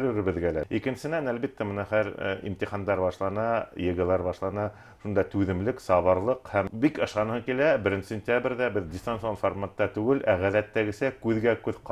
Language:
Bashkir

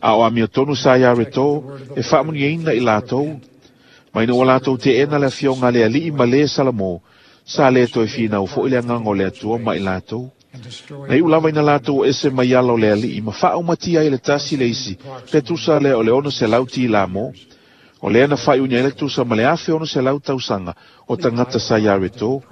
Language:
Samoan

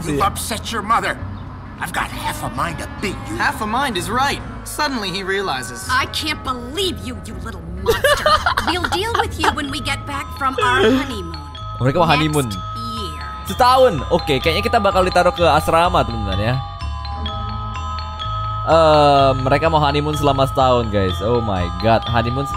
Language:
Indonesian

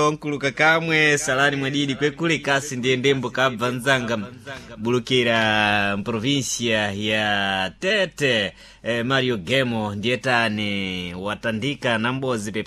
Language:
Sena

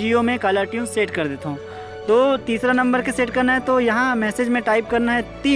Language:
Chhattisgarhi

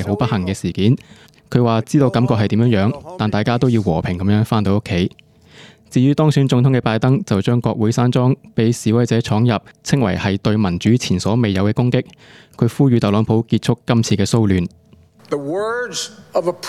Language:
Cantonese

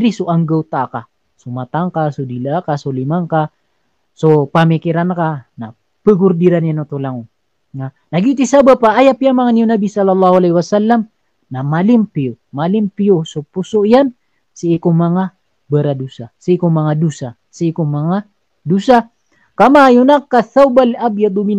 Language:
Maranao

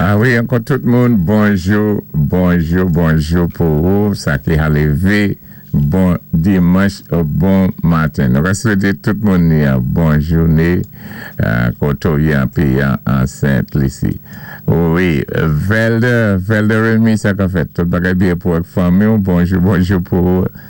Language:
Saint Lucian Creole French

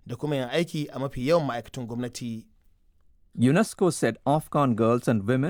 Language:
Hausa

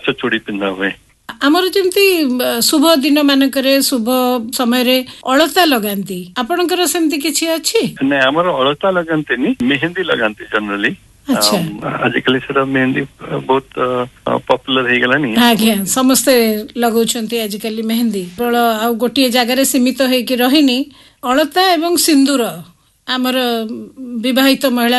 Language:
Odia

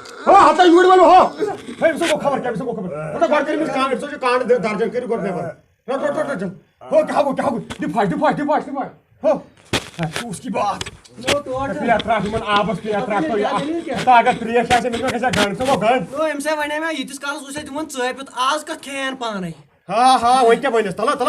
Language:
Kashmiri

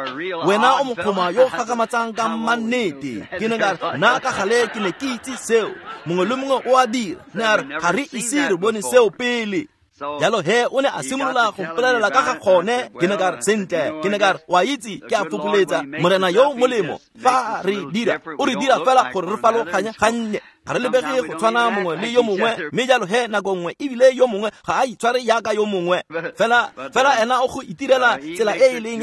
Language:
Tswana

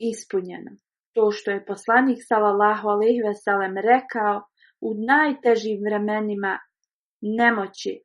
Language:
Bosnian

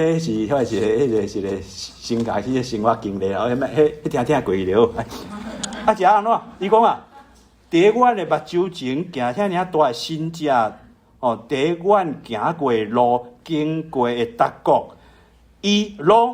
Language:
Min Nan Chinese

